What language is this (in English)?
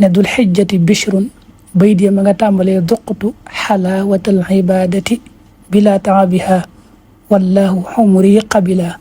Wolof